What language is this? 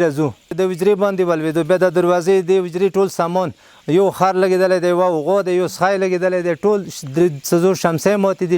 Pashto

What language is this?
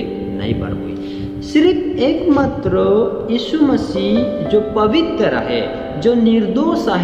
Sadri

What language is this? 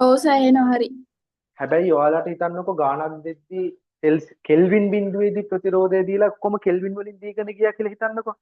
Sinhala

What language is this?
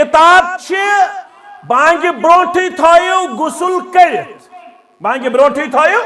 Kashmiri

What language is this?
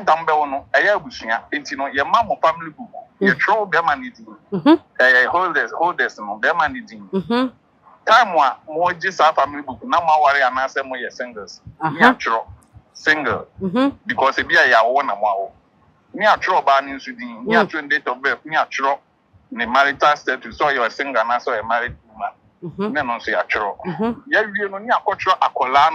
Akan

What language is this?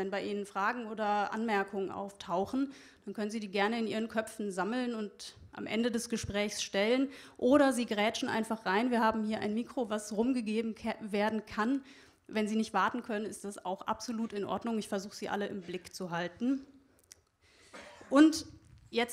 German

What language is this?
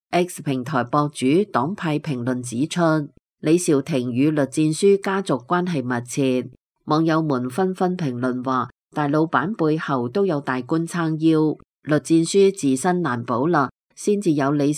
Cantonese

